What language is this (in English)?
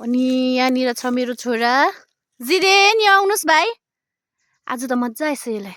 Nepali